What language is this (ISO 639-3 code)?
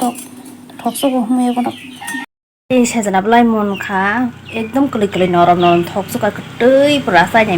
trp